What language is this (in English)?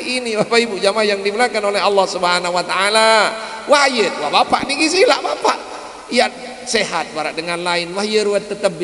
Sasak